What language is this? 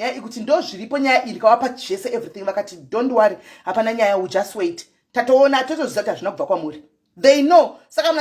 Shona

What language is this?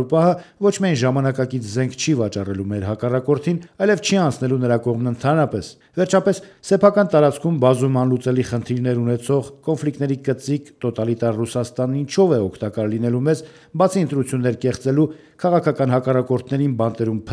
Armenian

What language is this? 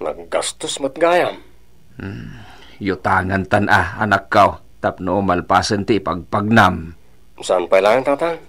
Iloko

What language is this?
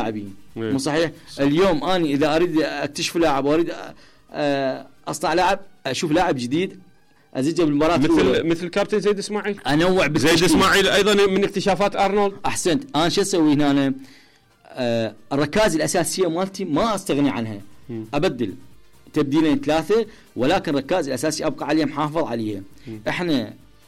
Mesopotamian Arabic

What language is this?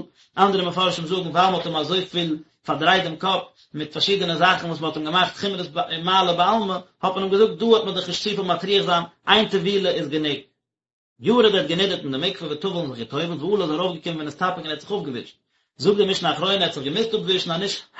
Yiddish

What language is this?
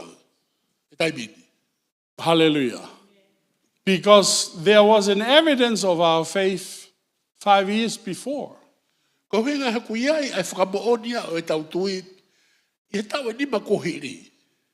Tongan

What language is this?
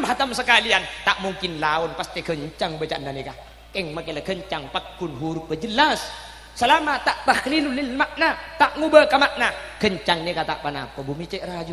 Madurese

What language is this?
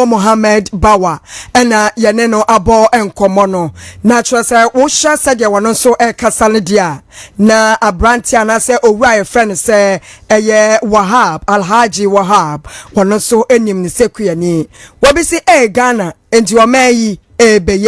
Akan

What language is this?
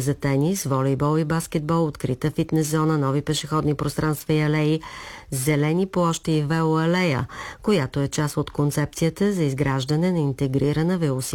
Bulgarian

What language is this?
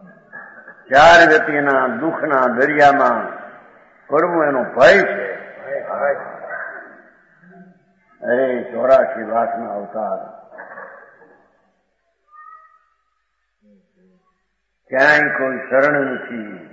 Gujarati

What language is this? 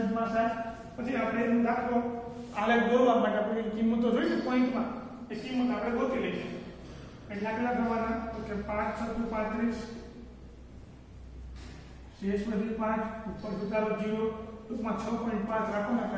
Gujarati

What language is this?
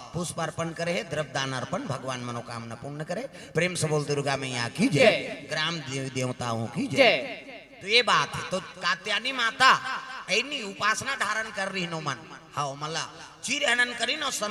Chhattisgarhi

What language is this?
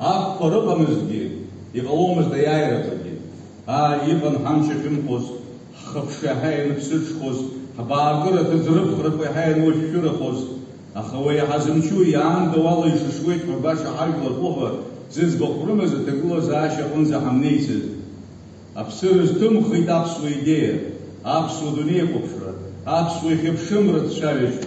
Abkhazian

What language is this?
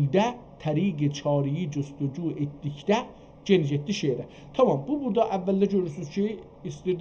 South Azerbaijani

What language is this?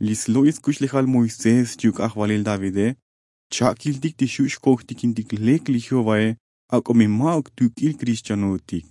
Tzotzil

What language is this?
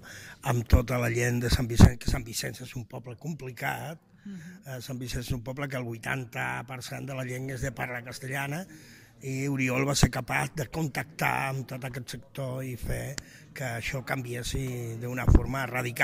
Catalan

